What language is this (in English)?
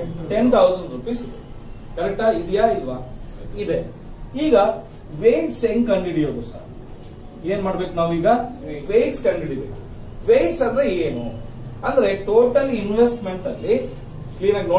Kannada